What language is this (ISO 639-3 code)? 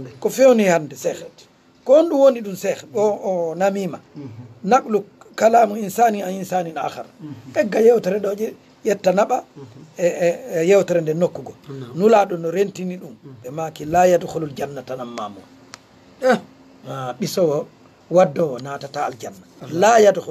ful